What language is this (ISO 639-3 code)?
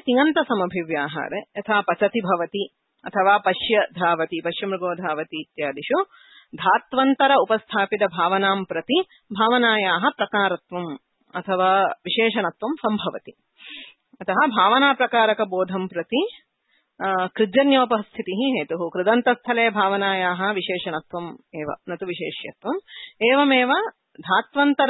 san